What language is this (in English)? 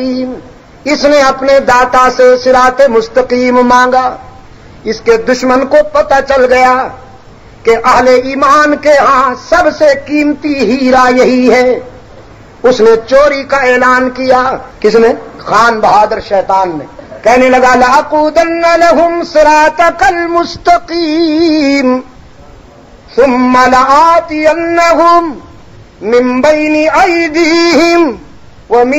Urdu